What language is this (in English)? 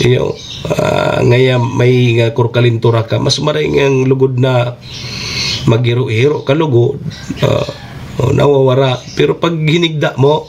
Bikol